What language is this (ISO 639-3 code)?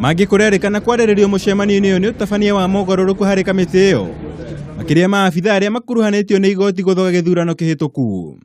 kik